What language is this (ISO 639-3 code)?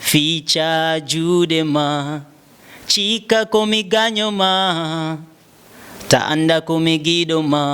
ful